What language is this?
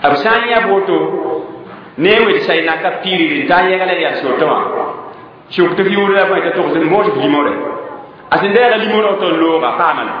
Mossi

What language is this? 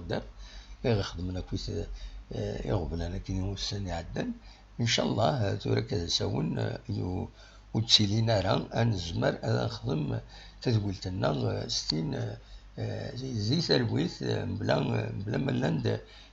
Kabyle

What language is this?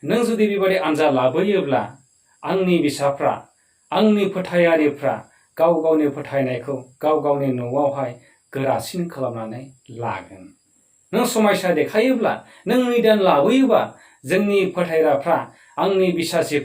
Bodo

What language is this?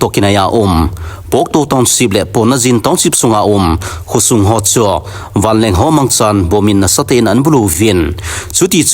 Thado Chin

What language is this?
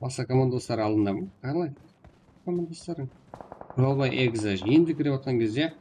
Kara-Kalpak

